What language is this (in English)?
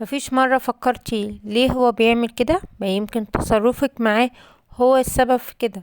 Egyptian Arabic